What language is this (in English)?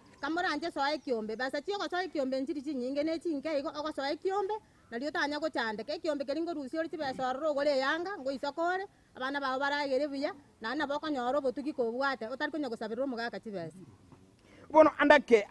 Gusii